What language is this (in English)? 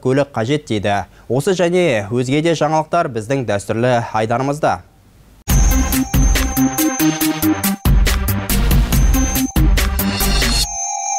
Kazakh